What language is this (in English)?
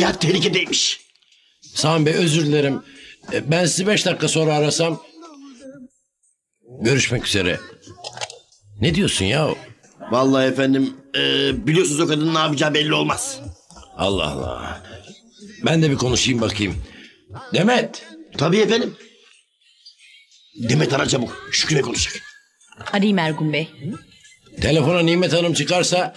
Turkish